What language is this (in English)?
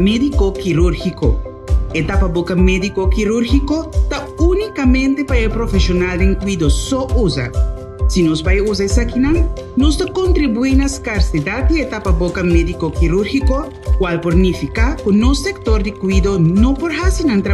Papiamento